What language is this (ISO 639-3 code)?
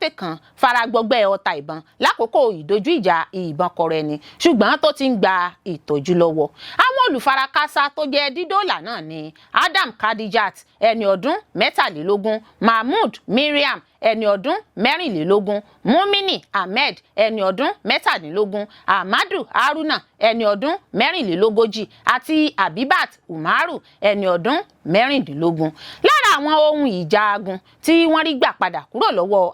yor